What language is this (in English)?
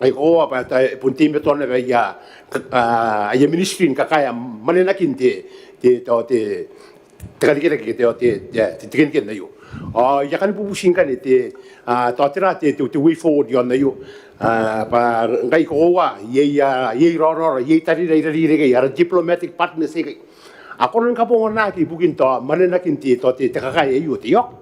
Gilbertese